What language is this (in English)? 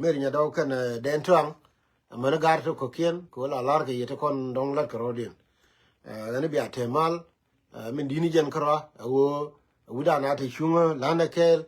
Nuer